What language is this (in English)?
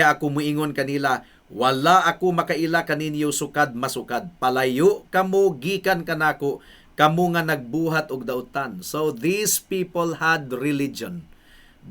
Cebuano